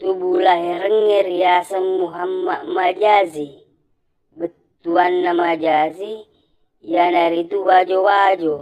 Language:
Buginese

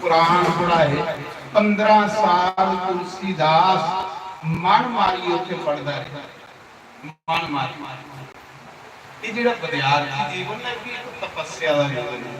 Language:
Dogri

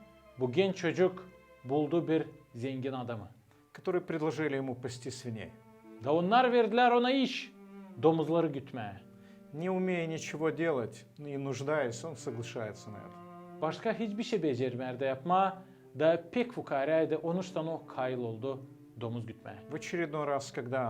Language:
Gagauz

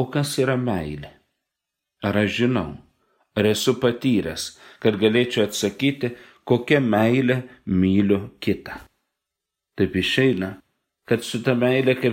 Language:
Lithuanian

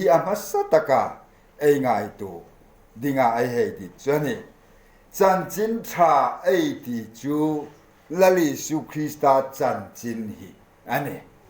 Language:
Hmar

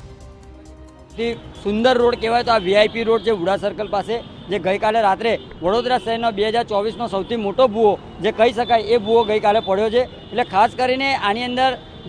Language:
Gujarati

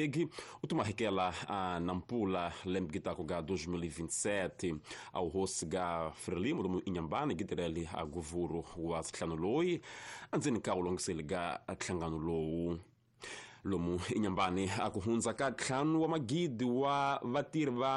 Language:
Tsonga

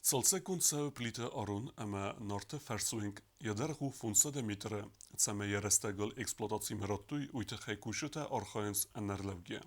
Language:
Ossetic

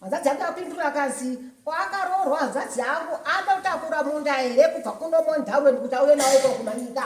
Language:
Shona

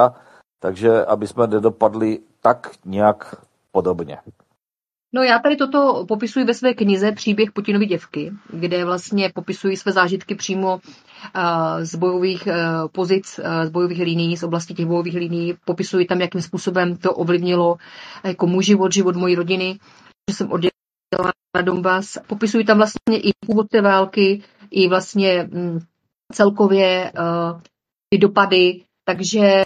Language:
Czech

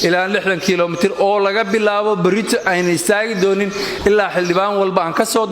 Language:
Somali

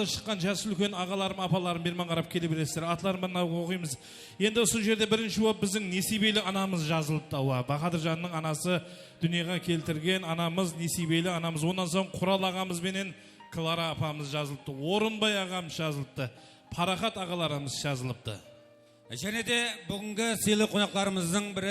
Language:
Kara-Kalpak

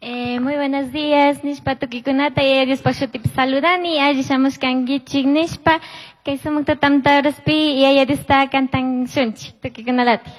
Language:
Chimborazo Highland Quichua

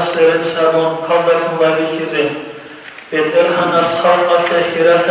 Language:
Avaric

